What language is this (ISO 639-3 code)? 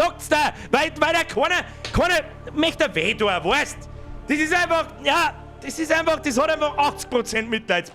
bar